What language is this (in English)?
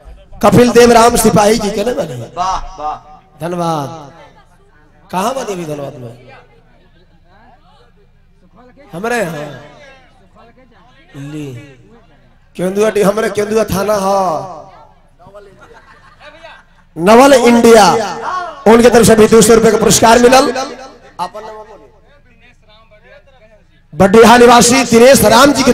Bhojpuri